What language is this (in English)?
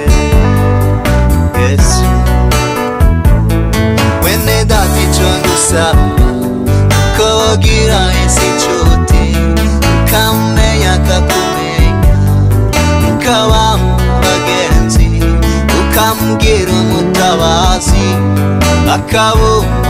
Rundi